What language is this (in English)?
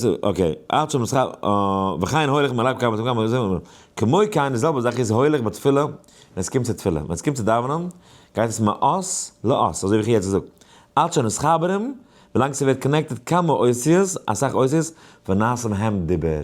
Yiddish